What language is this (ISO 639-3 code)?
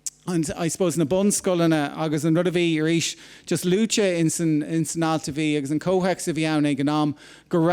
gle